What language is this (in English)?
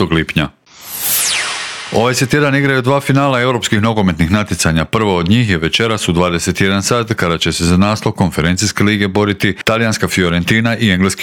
Croatian